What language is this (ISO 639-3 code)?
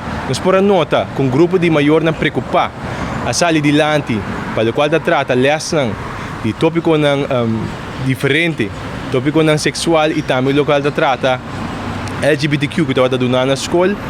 pap